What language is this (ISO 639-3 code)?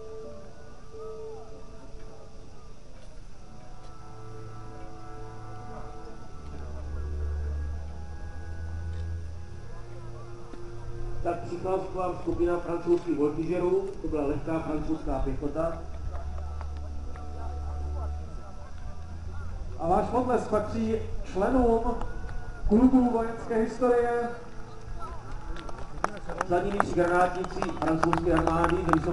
ces